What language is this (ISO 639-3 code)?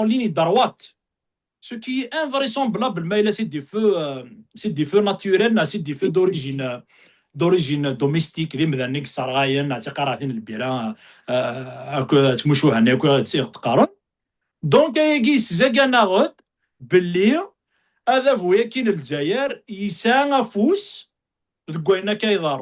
kab